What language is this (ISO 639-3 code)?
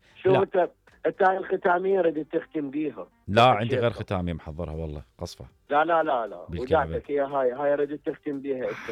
acm